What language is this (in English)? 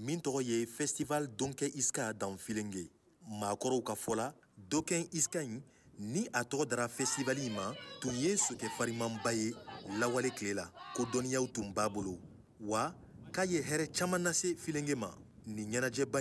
Bambara